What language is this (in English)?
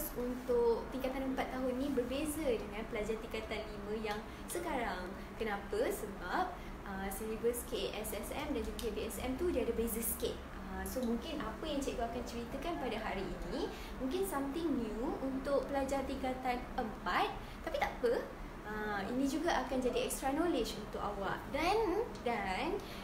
Malay